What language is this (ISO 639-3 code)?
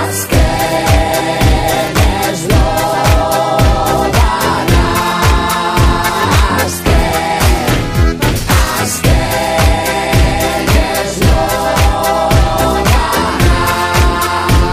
eus